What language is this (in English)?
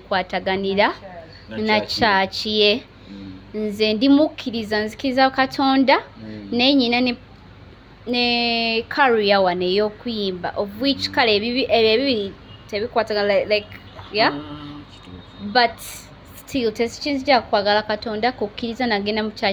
Ganda